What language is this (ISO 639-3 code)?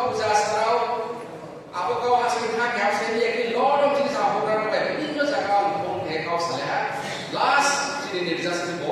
ria